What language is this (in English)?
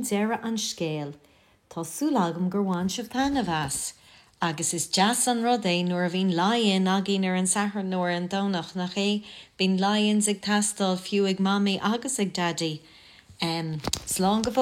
Irish